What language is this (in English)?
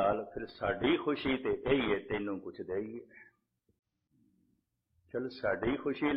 Punjabi